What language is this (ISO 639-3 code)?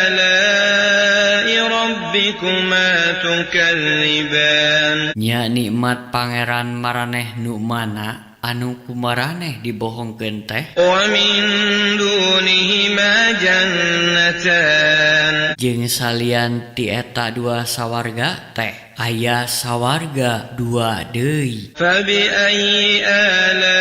sun